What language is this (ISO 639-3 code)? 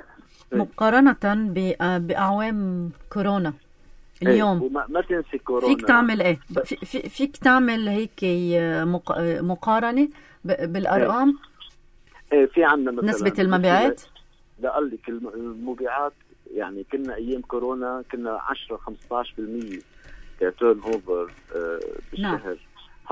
apc